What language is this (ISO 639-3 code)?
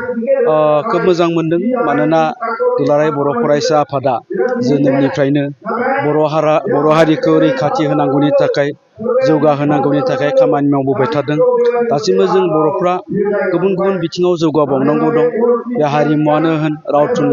brx